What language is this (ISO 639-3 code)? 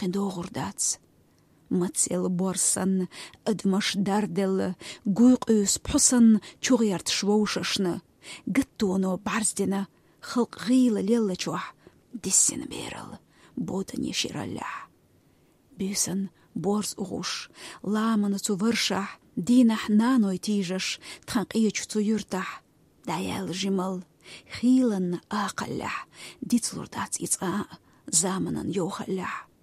che